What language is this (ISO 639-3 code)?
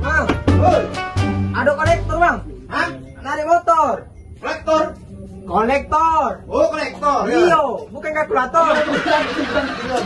mui